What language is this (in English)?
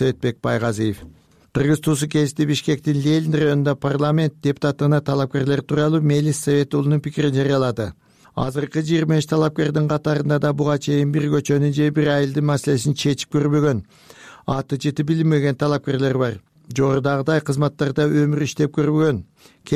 Kyrgyz